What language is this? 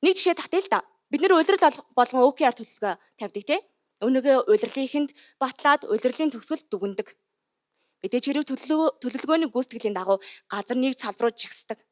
Mongolian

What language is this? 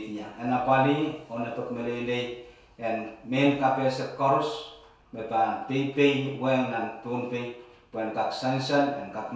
Pohnpeian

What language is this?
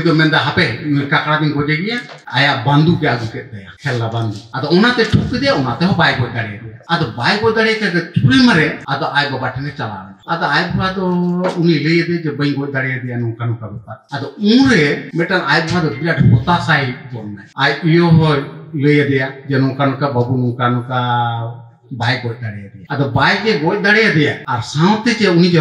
Santali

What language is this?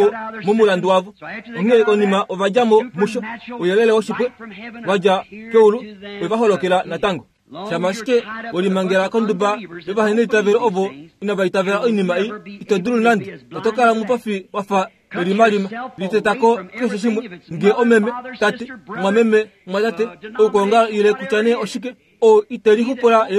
Kuanyama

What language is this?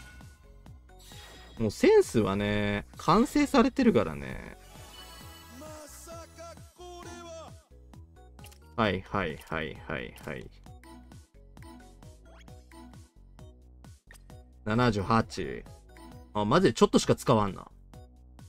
Japanese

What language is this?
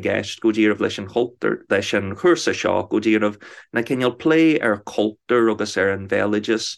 Irish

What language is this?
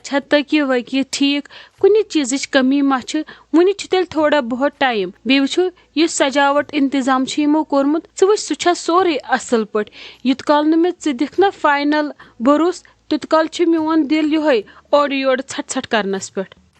Kashmiri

